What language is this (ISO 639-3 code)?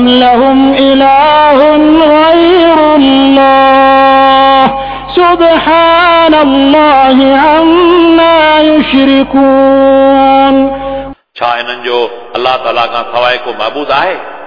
snd